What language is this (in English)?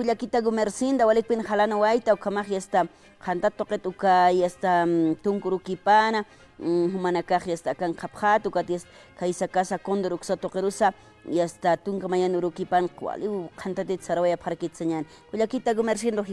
Aymara